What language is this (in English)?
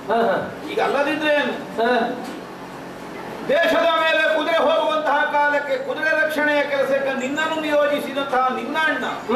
Kannada